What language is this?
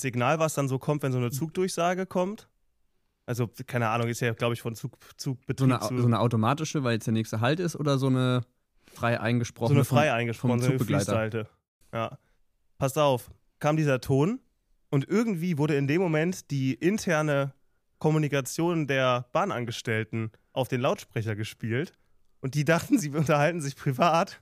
German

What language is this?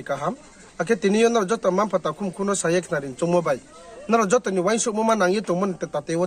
Riang (India)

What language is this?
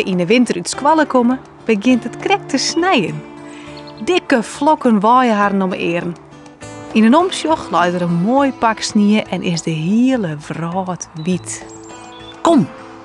Western Frisian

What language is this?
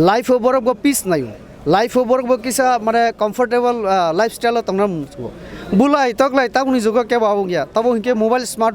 Kok Borok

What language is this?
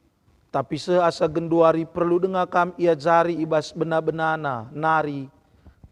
Batak Karo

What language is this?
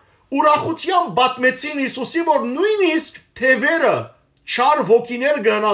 Western Armenian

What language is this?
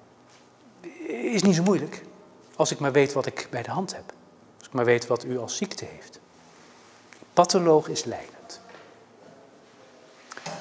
Dutch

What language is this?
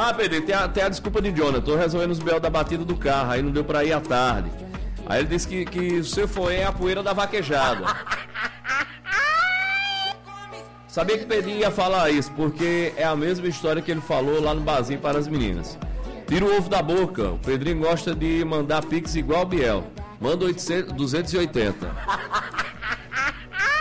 Portuguese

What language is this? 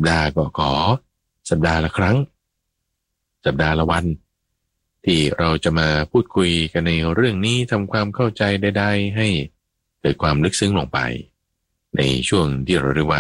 Thai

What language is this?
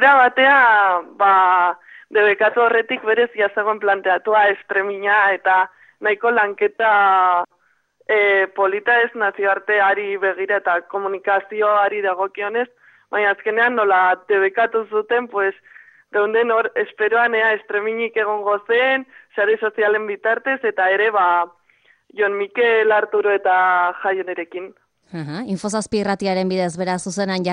Basque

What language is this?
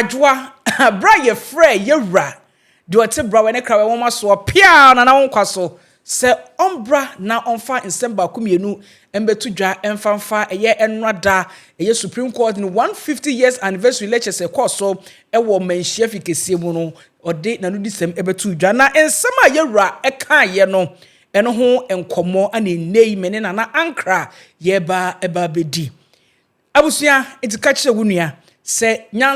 Akan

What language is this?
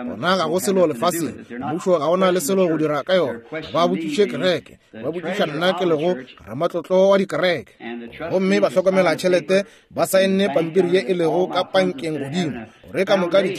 Northern Sotho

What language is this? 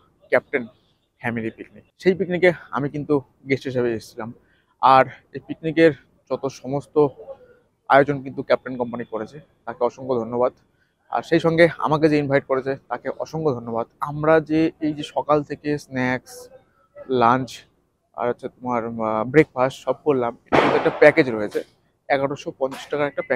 Bangla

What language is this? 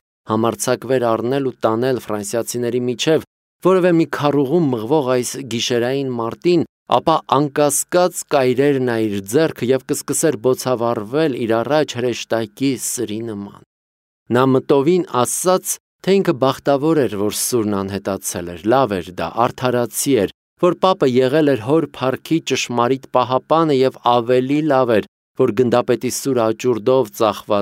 Armenian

